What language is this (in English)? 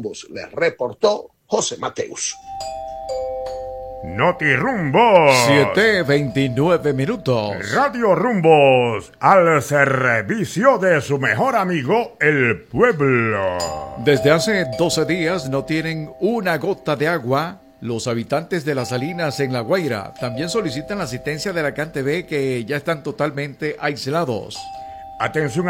Spanish